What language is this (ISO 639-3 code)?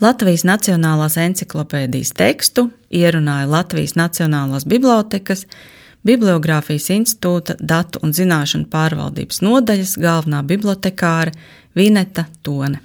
lav